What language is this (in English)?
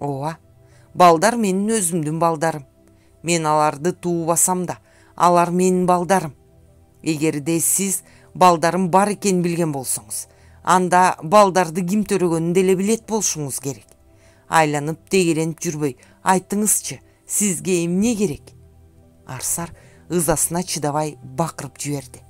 Kyrgyz